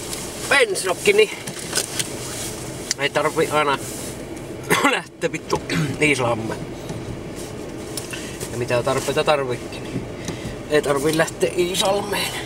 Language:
Finnish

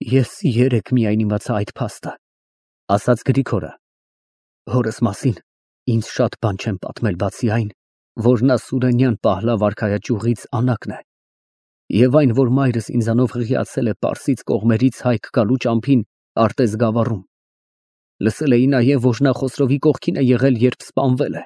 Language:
Armenian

